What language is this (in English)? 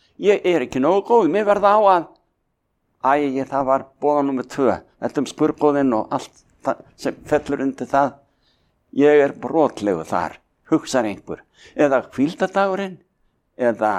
Icelandic